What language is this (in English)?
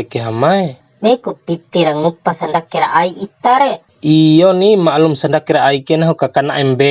Bima